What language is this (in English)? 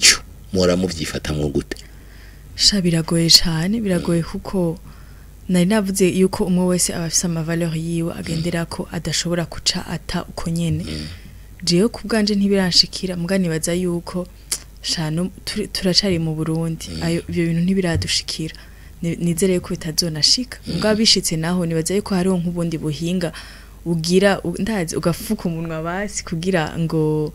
Rundi